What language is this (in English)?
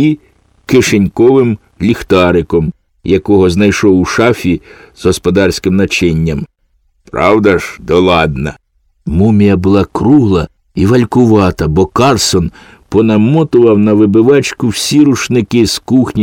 Ukrainian